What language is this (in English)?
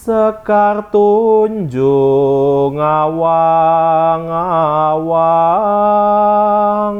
Javanese